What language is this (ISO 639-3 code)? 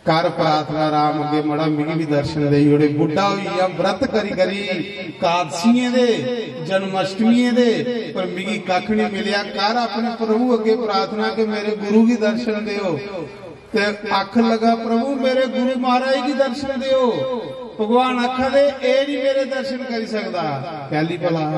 doi